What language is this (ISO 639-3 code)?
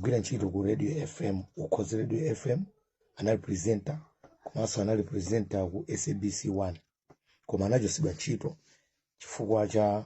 nya